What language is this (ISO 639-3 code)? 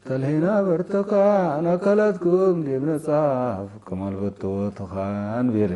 tig